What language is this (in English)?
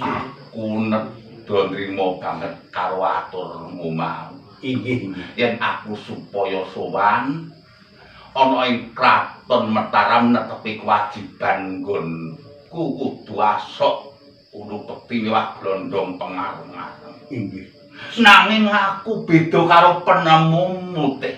Javanese